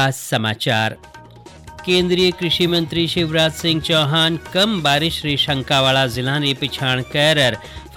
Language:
Hindi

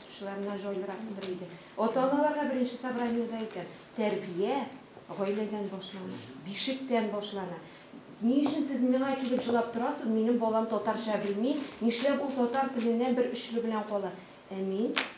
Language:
Tatar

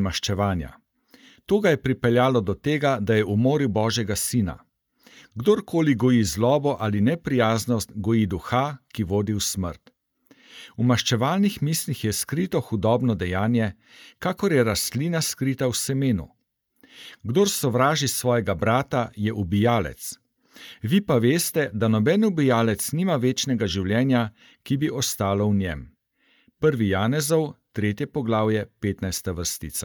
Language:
Slovenian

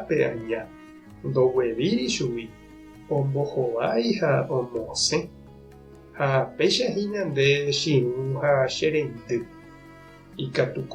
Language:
Guarani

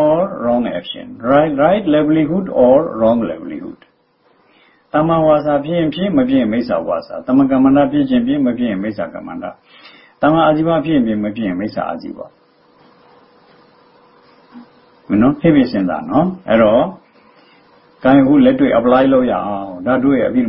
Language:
Burmese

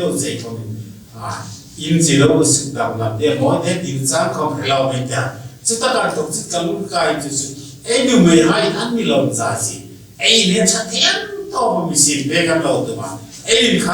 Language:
Hmar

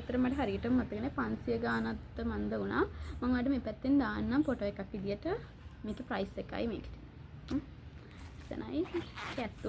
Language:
Sinhala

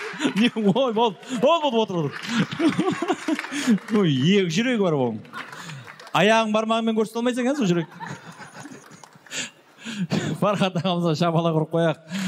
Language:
Kazakh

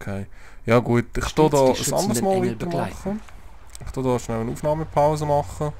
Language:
Swiss German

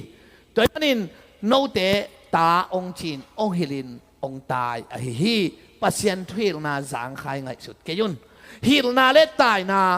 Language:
Tedim Chin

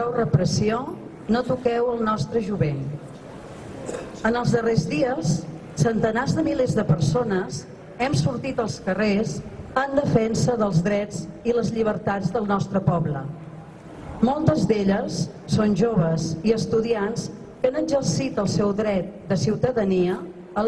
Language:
Catalan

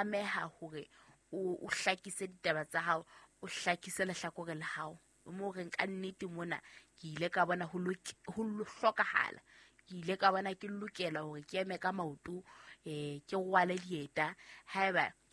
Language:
Southern Sotho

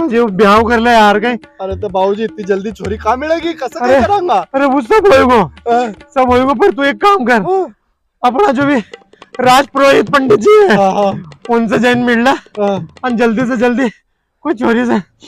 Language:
Rajasthani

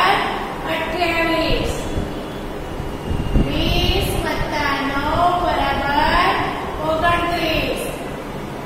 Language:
Gujarati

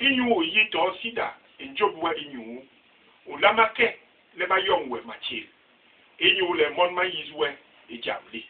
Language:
Basaa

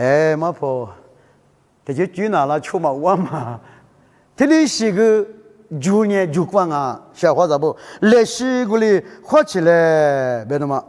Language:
Lisu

